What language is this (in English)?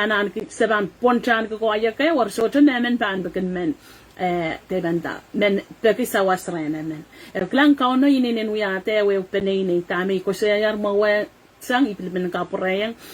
Pohnpeian